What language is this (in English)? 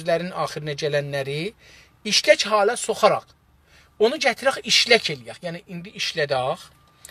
South Azerbaijani